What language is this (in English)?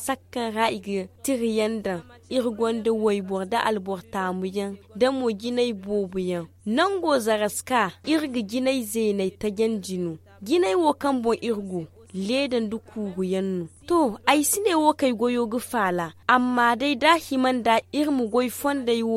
Zarma